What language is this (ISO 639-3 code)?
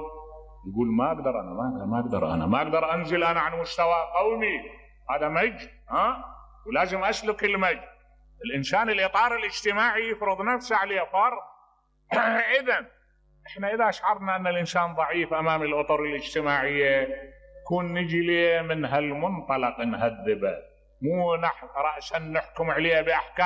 acm